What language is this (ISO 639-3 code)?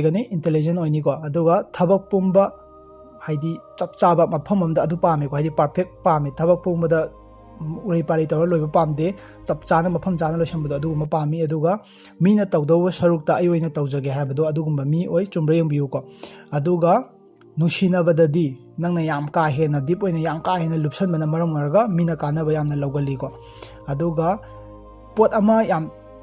mni